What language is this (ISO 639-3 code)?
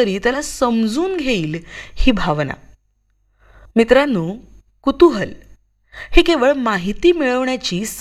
mar